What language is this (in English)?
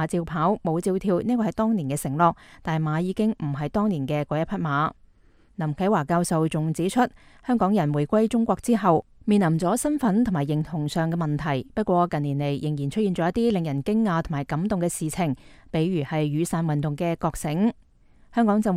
Cantonese